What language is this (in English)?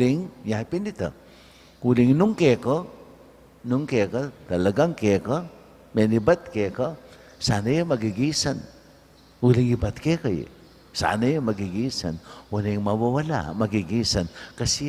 Pampanga